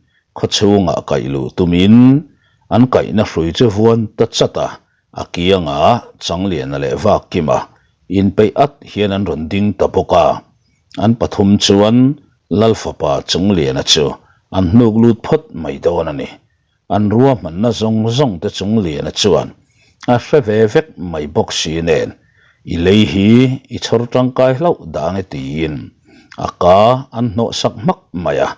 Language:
Mizo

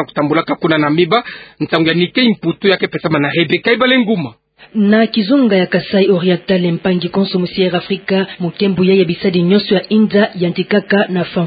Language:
Kituba (Democratic Republic of Congo)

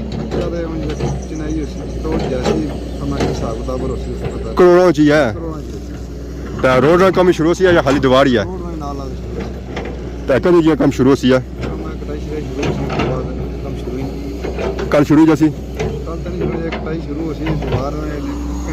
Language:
Pahari-Potwari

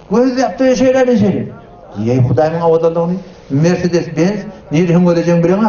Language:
Turkmen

